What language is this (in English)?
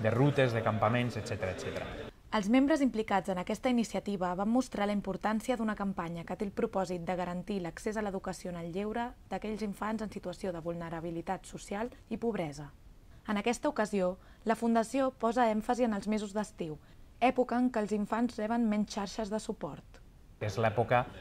Catalan